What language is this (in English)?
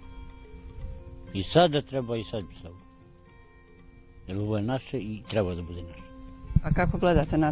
Bosnian